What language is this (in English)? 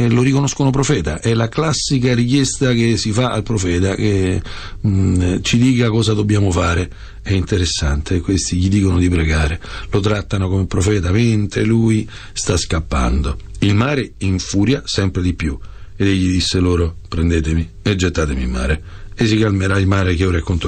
Italian